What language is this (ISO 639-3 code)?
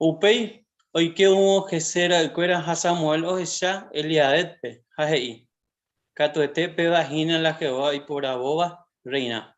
grn